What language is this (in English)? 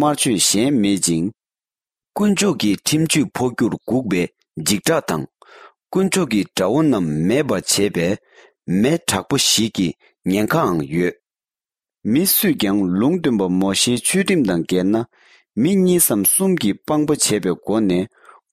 Tibetan